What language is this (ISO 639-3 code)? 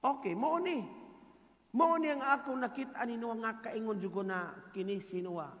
ceb